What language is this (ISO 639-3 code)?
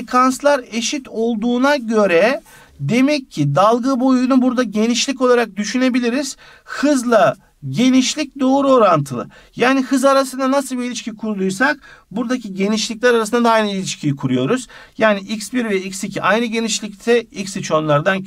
tur